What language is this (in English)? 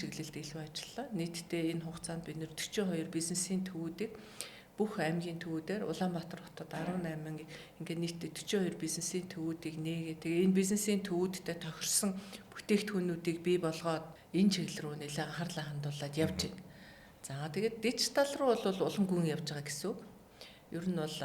Mongolian